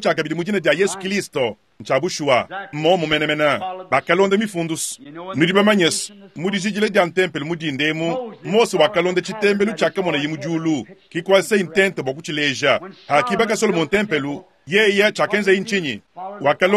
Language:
Luba-Lulua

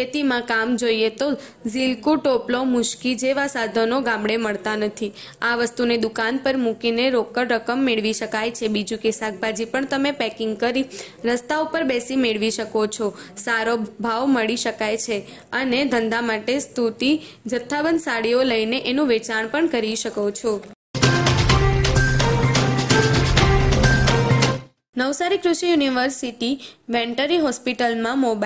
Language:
Gujarati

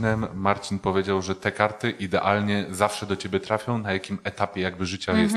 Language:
Polish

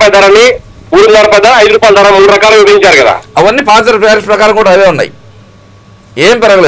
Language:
Telugu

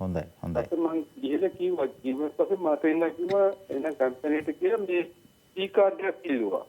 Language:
Sinhala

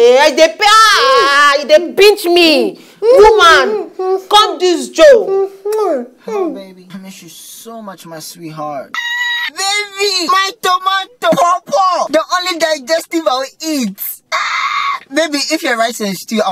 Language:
Nigerian Pidgin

